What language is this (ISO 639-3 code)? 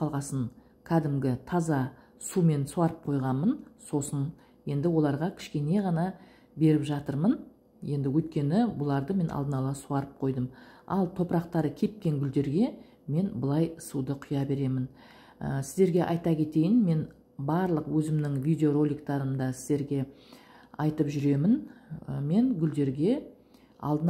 kaz